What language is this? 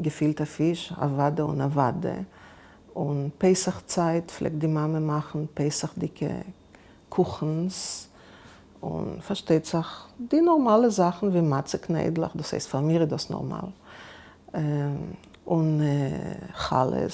Yiddish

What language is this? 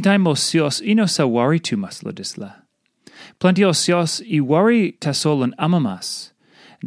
Tok Pisin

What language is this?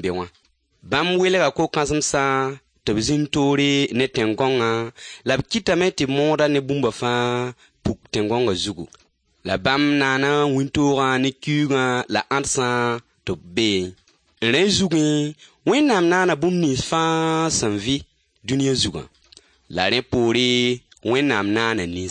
Mossi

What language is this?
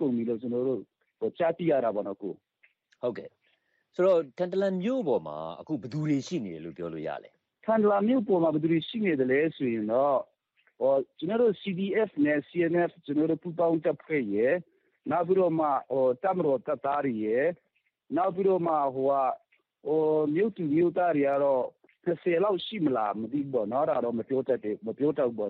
Burmese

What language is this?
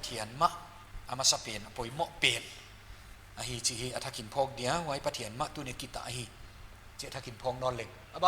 Paite Chin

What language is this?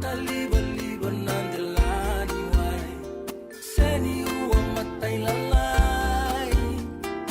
Fijian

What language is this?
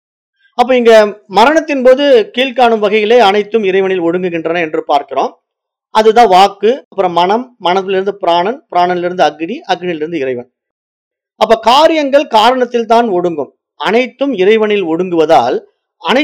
Tamil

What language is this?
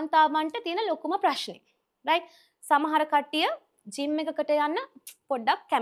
Sinhala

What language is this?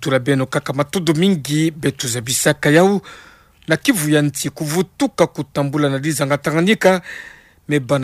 Kituba (Democratic Republic of Congo)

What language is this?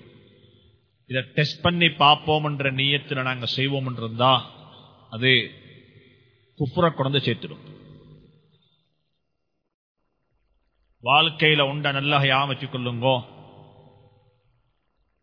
Tamil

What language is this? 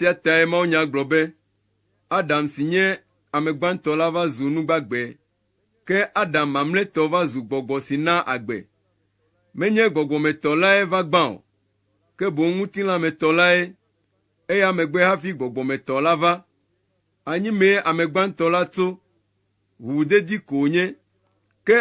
Ewe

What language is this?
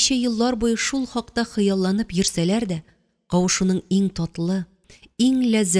Tatar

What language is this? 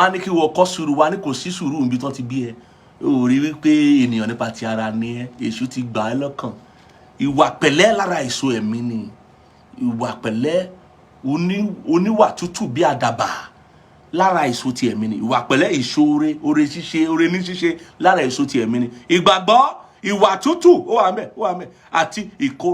Yoruba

